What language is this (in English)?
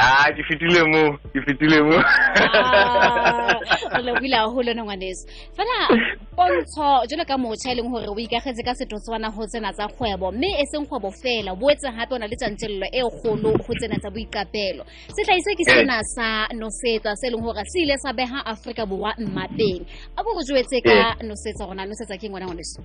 Southern Sotho